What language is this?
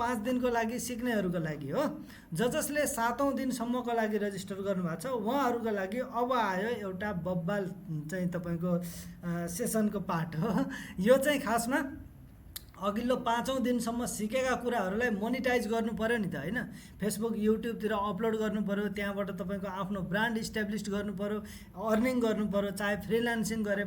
Nepali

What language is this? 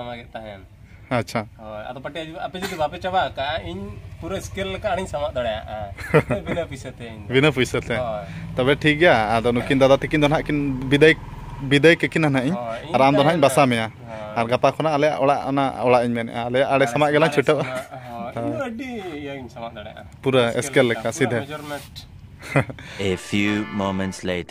Santali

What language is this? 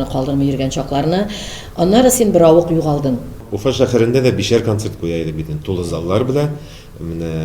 Tatar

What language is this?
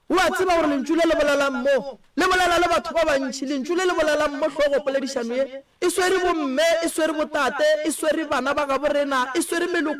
Northern Sotho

